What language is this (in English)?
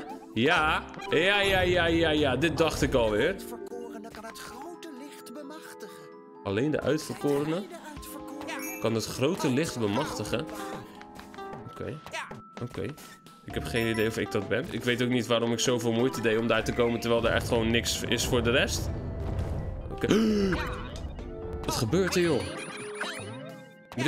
Dutch